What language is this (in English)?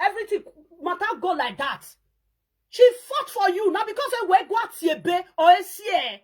Nigerian Pidgin